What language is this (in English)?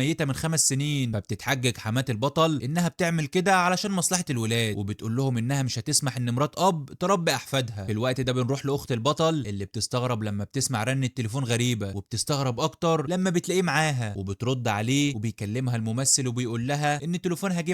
Egyptian Arabic